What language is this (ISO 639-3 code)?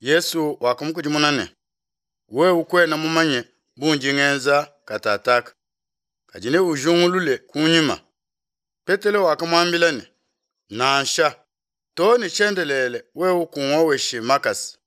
lua